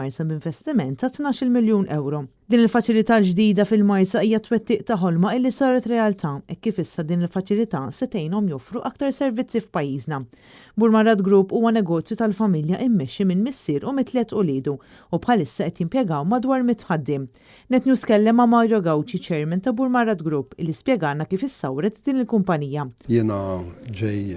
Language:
Maltese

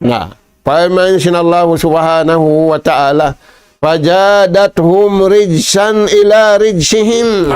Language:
Tausug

